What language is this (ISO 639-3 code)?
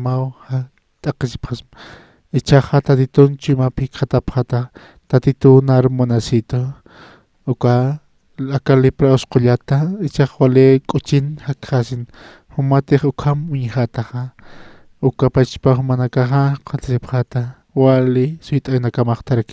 aym